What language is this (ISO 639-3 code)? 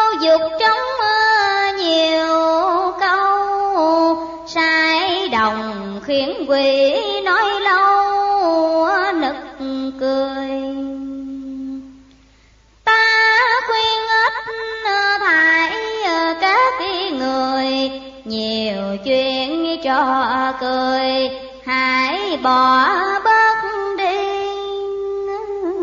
vie